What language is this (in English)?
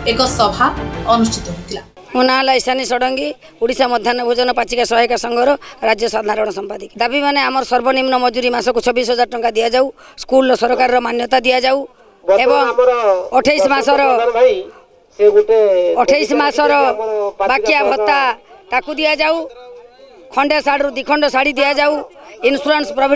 Odia